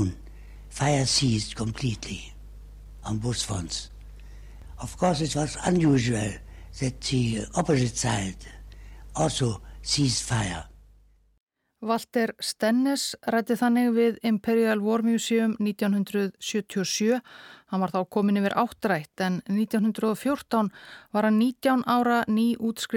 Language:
Icelandic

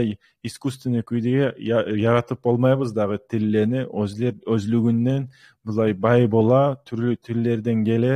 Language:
Kumyk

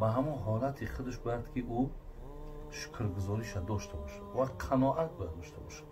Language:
Tajik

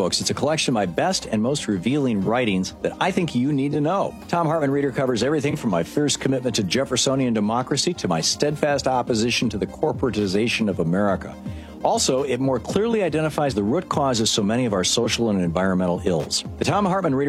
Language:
English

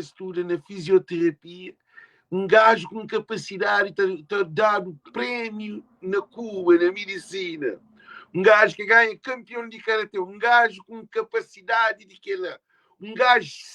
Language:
Kabuverdianu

